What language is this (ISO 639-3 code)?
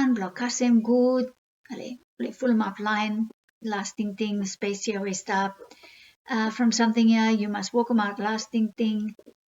bis